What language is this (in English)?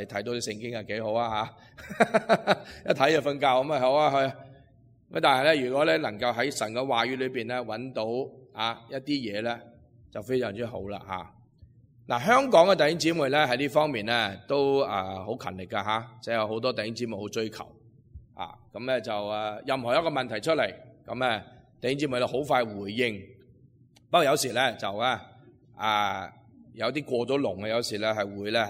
Cantonese